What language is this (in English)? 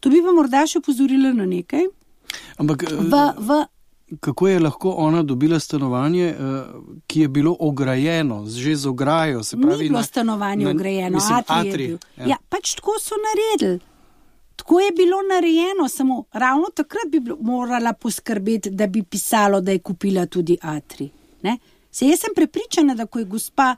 Slovenian